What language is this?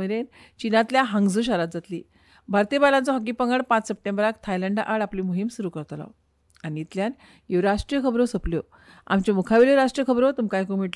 Konkani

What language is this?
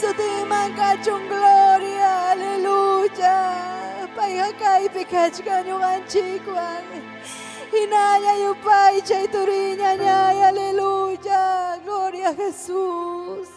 Ayacucho Quechua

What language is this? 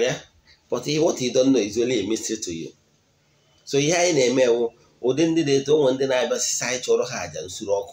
Igbo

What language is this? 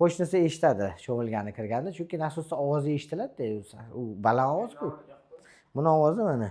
Uzbek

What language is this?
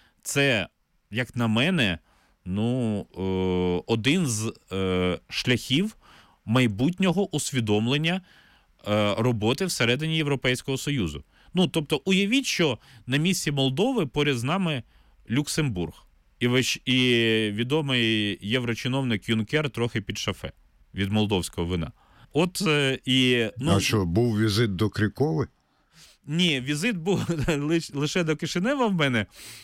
Ukrainian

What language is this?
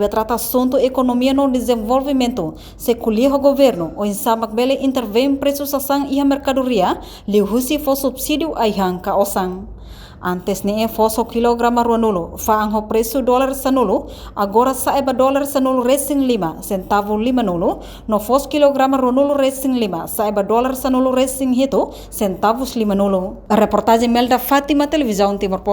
Tetum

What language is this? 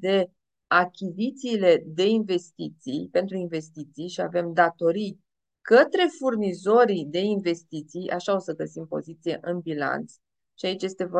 Romanian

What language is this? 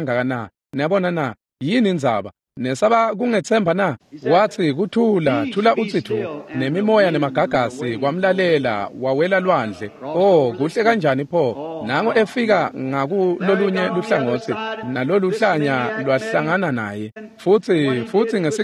Swati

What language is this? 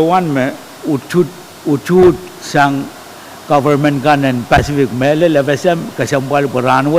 Pohnpeian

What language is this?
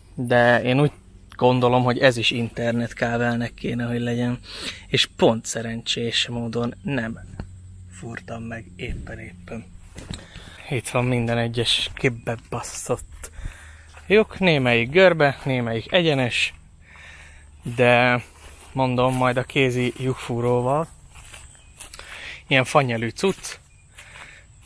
Hungarian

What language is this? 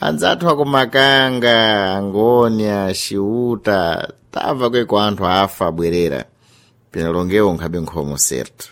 Sena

